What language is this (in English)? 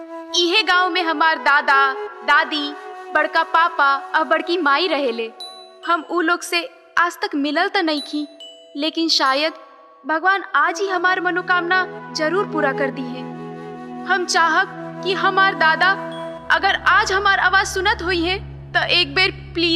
Bhojpuri